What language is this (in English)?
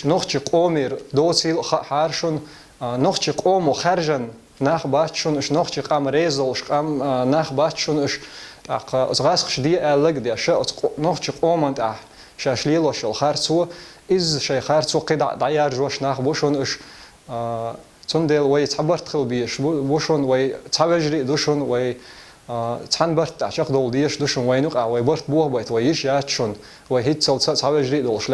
Chechen